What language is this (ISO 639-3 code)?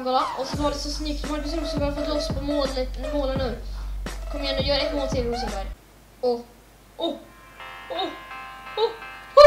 swe